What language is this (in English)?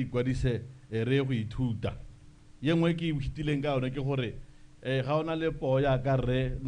Tswana